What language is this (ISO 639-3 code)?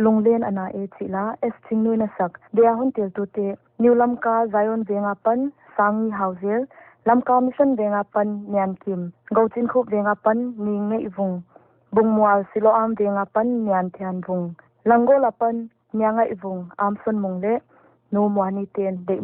pck